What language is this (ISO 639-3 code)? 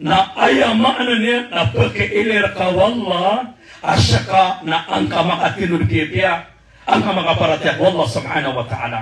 mrw